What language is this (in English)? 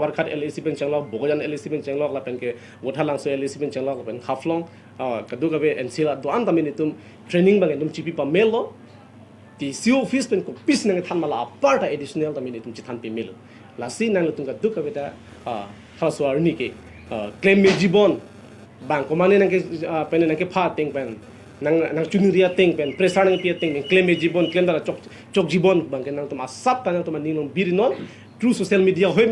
Karbi